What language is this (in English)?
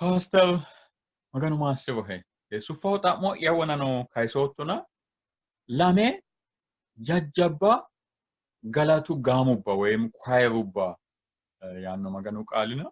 Sidamo